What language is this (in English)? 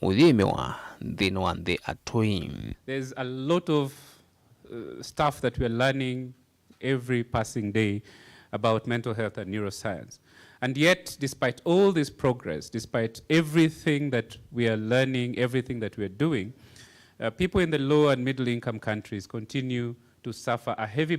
Kamba